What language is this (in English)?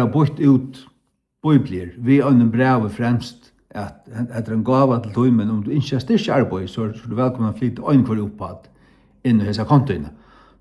Faroese